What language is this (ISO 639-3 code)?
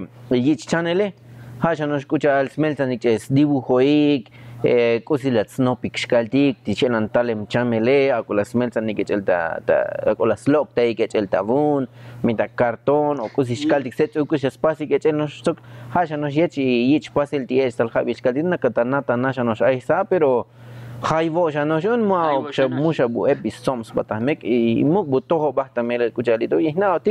tzo